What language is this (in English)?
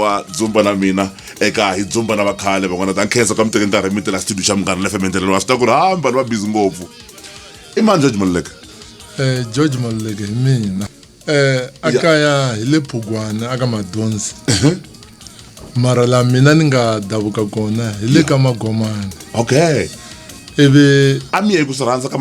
Tsonga